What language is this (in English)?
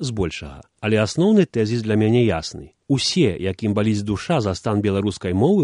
Belarusian